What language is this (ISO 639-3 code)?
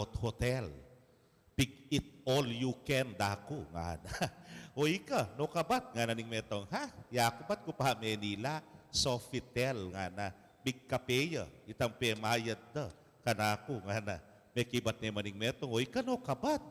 pam